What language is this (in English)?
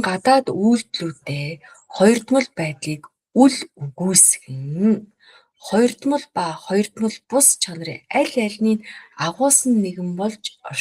Mongolian